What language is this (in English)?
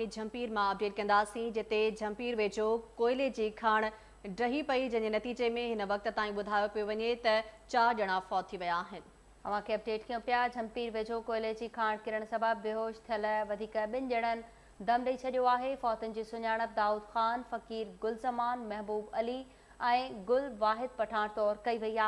Sindhi